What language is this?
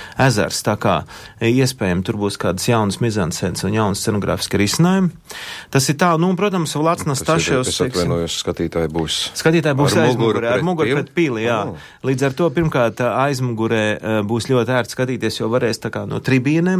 Latvian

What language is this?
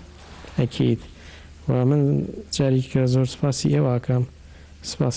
Central Kurdish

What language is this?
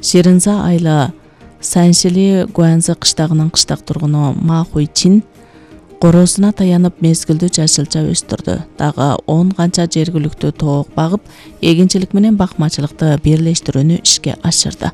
Kyrgyz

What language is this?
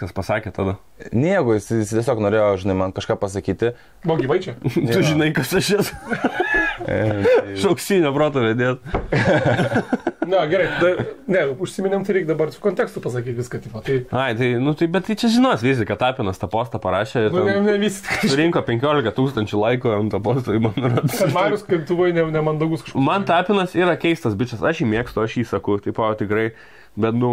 Lithuanian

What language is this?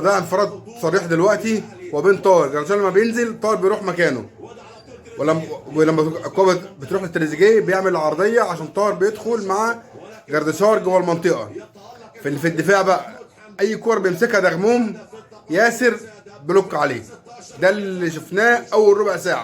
Egyptian Arabic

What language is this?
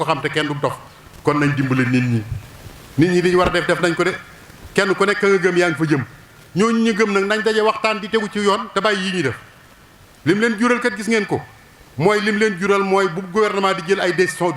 Wolof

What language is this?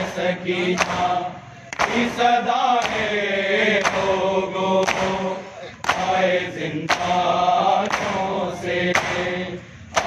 Urdu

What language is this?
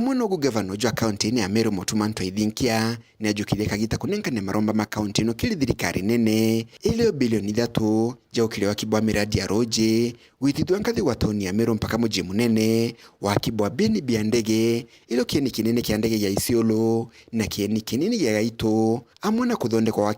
Meru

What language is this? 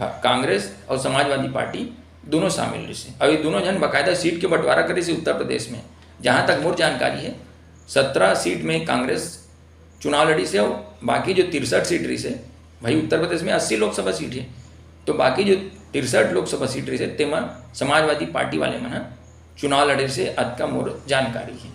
Chhattisgarhi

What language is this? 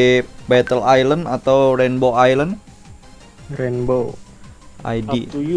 Banjar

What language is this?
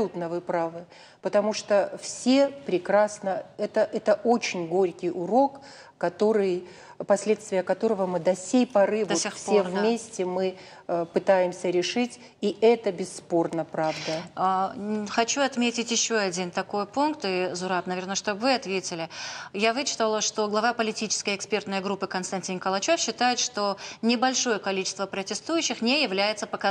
Ossetic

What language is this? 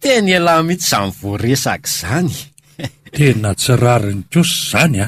Malagasy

